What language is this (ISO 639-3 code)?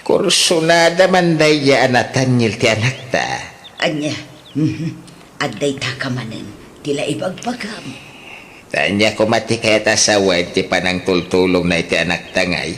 ilo